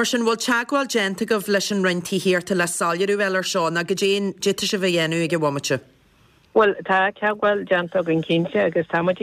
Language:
Irish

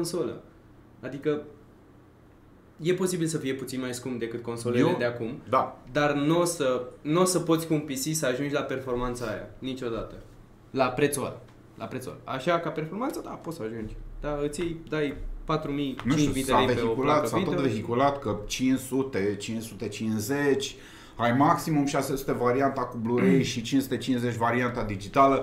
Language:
Romanian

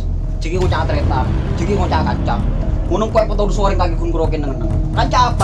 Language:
Madurese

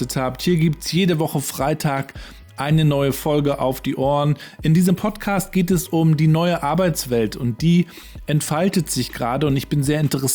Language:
German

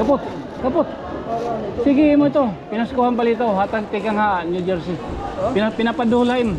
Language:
Waray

